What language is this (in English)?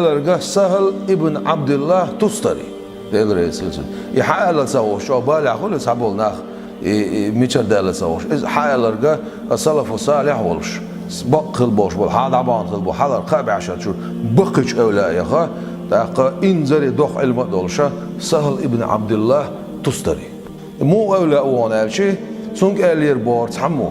Chechen